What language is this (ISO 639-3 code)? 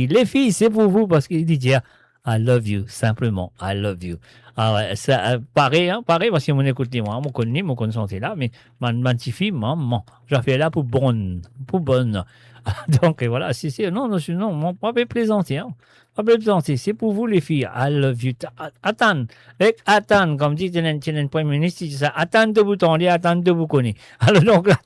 mfe